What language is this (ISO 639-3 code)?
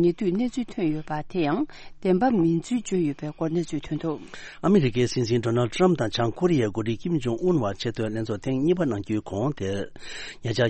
bod